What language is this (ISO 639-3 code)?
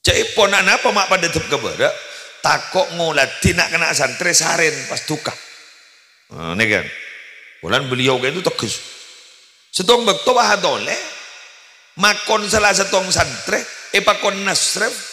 mad